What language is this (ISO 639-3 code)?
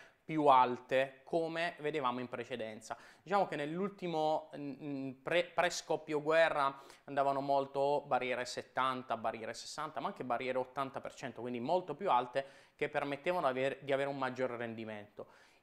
ita